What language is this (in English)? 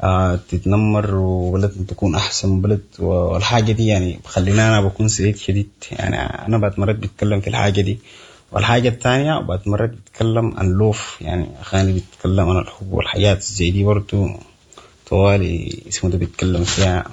Sudanese Arabic